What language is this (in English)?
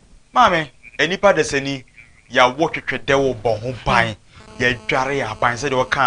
Akan